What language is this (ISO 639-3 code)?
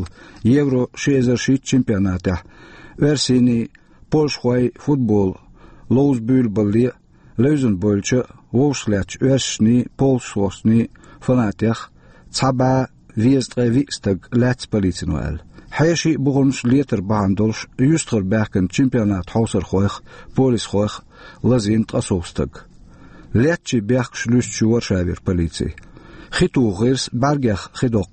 che